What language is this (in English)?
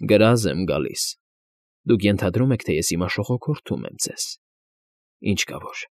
Armenian